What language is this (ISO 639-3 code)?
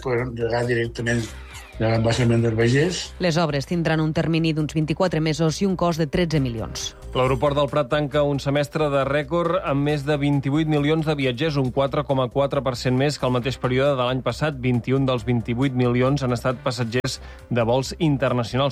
cat